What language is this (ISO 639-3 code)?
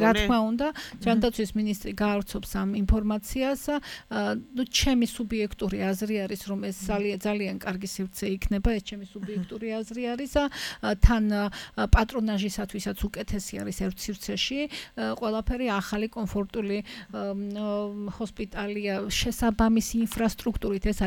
kat